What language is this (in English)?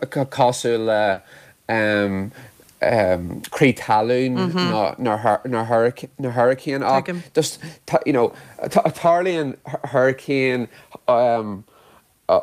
Irish